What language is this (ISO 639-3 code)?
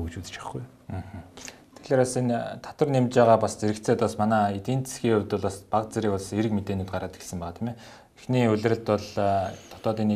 mon